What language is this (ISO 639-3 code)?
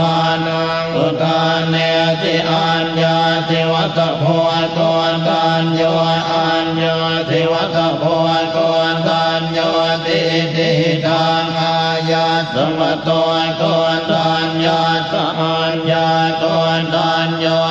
pli